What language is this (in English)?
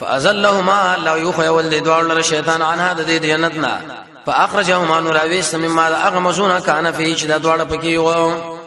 Pashto